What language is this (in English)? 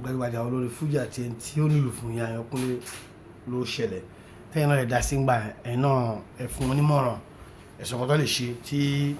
Yoruba